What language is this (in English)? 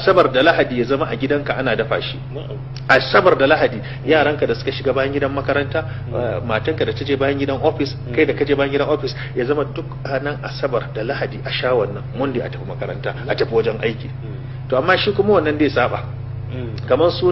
Hausa